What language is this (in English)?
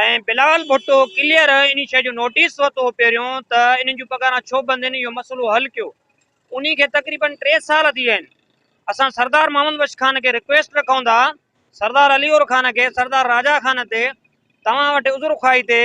Sindhi